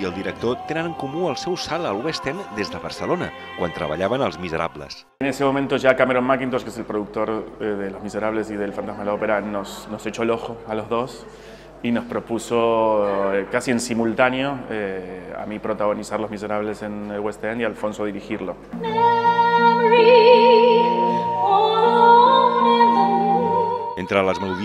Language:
Catalan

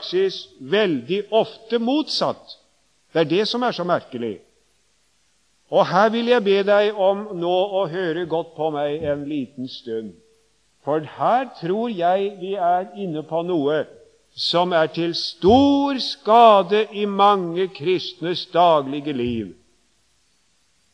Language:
Norwegian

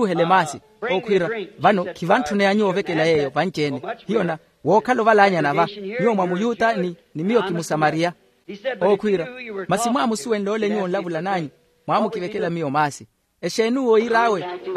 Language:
Makhuwa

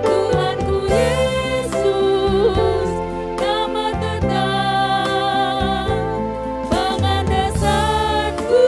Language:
Batak Karo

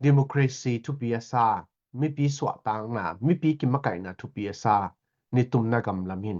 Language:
Tedim Chin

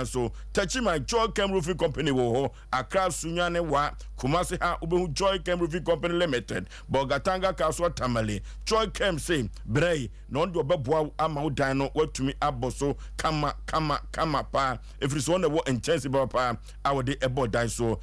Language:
Akan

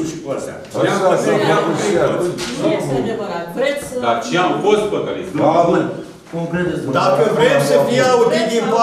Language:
Romanian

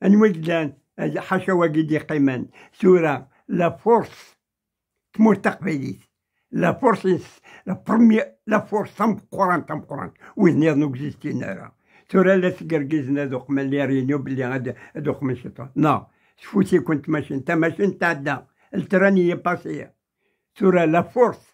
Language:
Kabyle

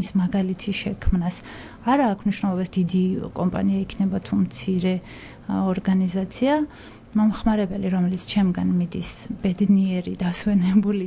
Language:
Georgian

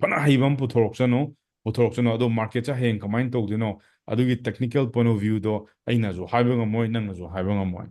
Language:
Manipuri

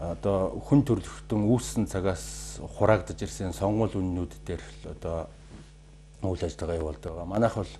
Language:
Mongolian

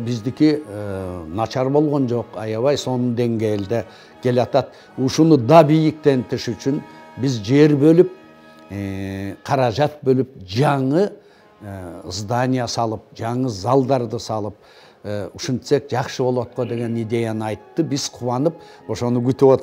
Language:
Kyrgyz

